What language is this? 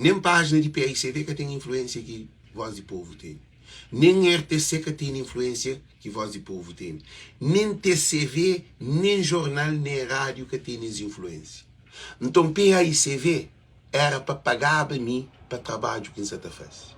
Kabuverdianu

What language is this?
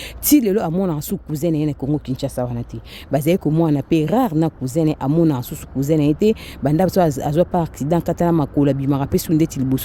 Lingala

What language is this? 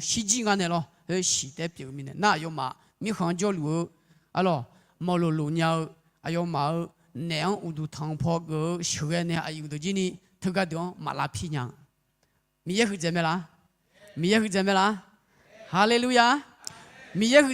Akha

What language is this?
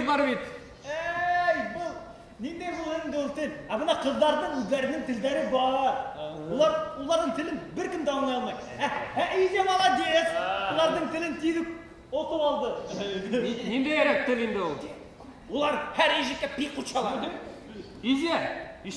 Bashkir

